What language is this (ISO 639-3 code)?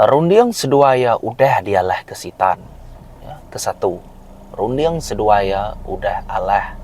iba